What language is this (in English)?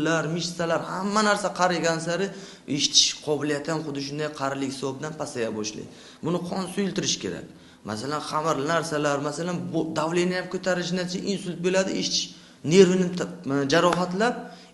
Uzbek